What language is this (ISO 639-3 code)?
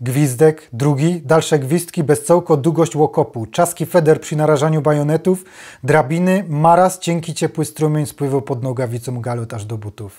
szl